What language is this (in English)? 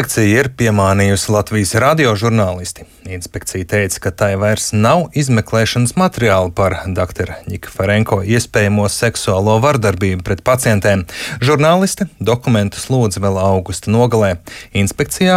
Latvian